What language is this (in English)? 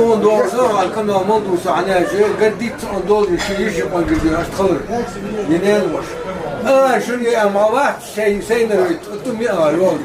Ingush